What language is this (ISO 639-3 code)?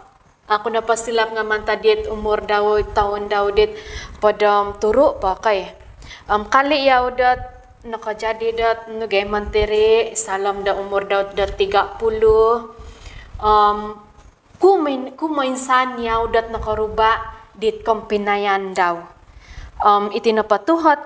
dtp